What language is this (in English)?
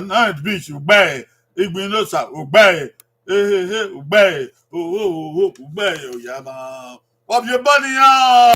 Bini